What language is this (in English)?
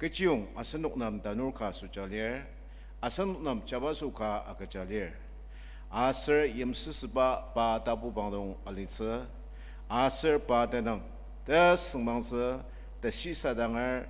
Ao Naga